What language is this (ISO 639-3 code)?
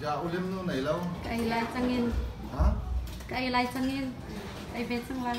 cnh